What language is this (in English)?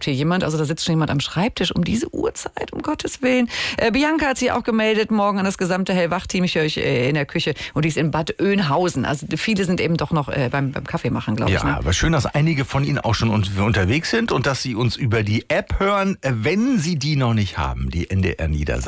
German